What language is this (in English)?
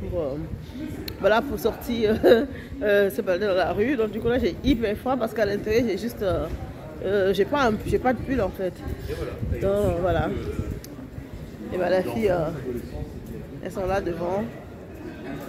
French